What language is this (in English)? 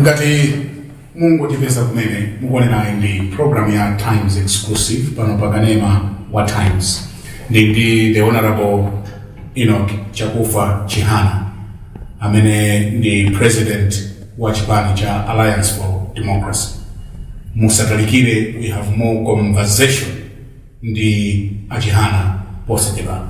Nyanja